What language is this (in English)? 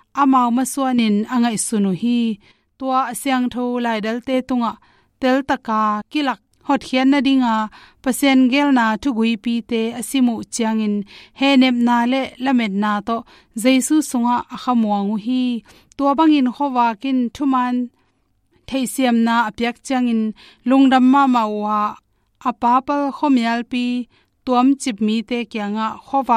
Tedim Chin